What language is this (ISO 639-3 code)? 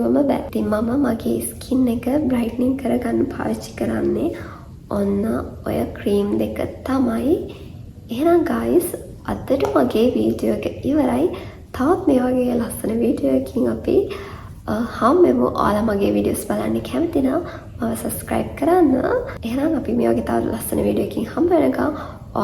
sin